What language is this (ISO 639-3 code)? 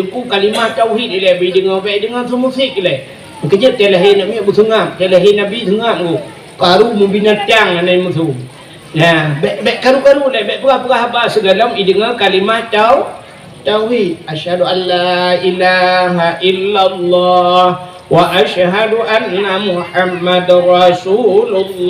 ace